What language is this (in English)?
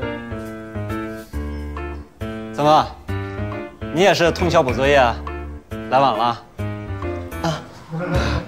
Chinese